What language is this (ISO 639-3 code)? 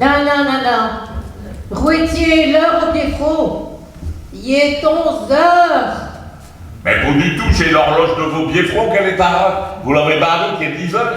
pcd